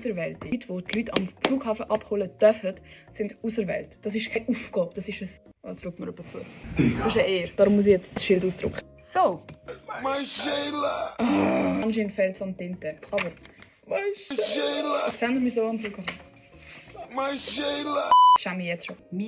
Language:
Swiss German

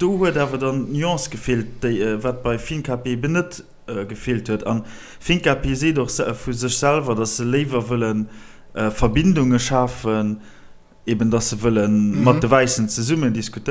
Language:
Luxembourgish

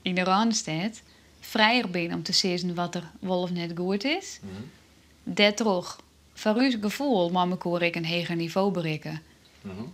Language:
Western Frisian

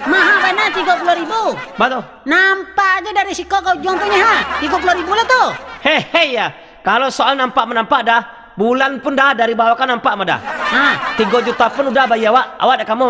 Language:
Minangkabau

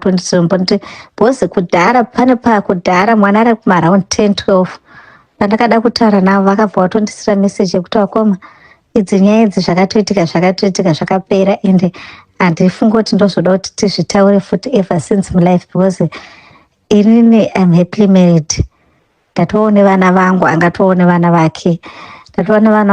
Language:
Shona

